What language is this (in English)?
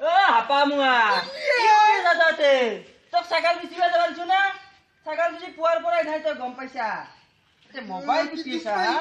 Assamese